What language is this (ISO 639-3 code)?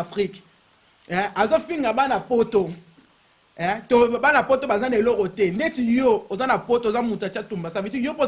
lin